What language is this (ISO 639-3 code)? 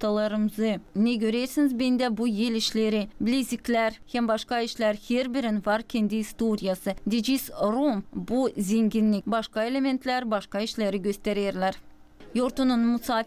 gag